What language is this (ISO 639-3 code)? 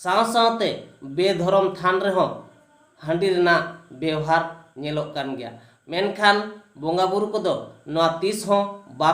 sat